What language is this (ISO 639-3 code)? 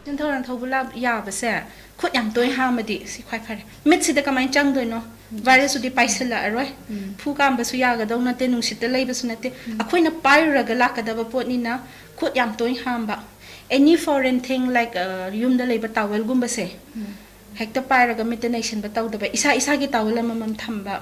mni